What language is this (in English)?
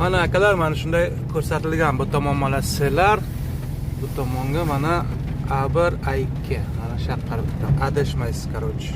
Uzbek